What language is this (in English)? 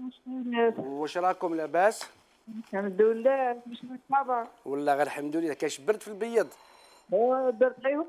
Algerian Arabic